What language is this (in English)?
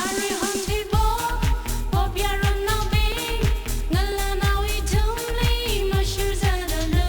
Tangkhul Naga (India)